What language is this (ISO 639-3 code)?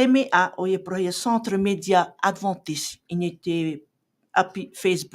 tah